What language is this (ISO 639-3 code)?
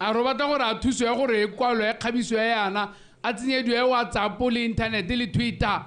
tsn